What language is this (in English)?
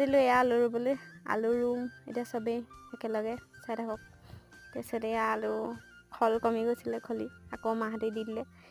Assamese